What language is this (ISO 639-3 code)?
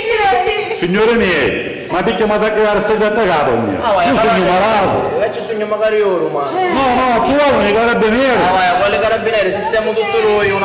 scn